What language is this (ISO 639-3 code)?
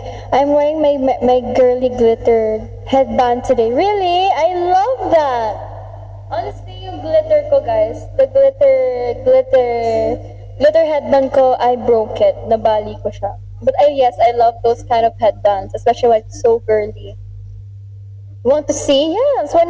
fil